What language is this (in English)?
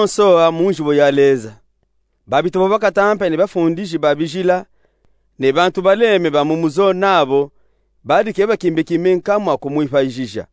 Luba-Katanga